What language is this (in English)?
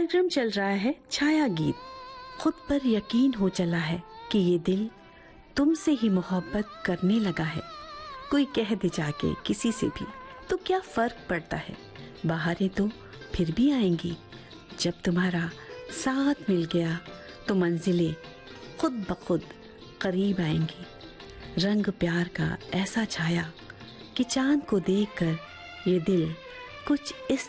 Hindi